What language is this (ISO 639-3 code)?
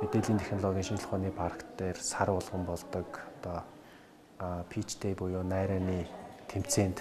mon